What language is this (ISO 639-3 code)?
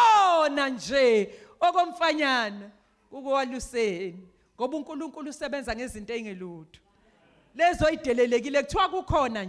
zul